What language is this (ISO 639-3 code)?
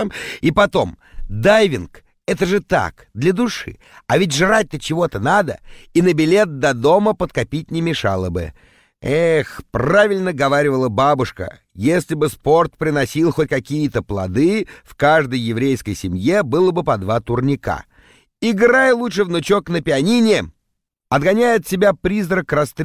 rus